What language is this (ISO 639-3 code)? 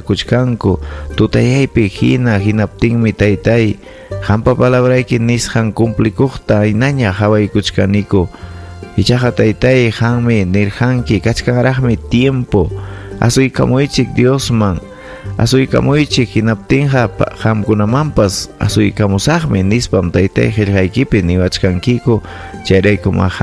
quy